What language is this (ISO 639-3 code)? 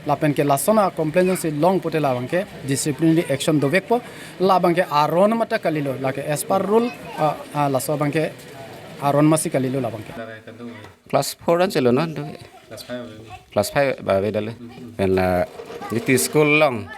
mjw